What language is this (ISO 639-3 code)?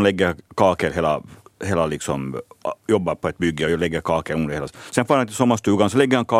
swe